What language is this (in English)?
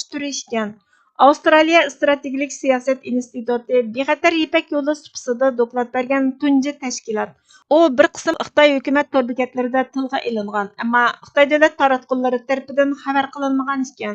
Uyghur